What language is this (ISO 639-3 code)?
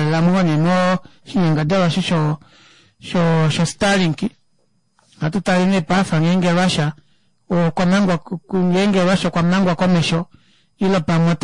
kua